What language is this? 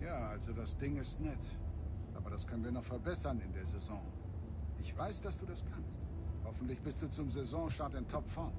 Swiss German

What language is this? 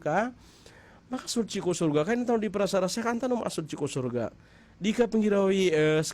Maranao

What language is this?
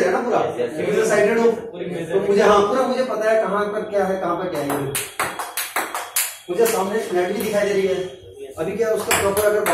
Hindi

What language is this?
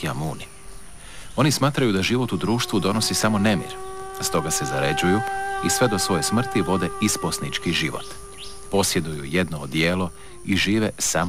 Croatian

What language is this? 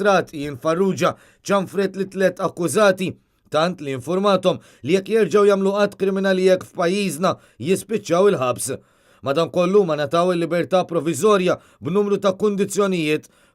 Maltese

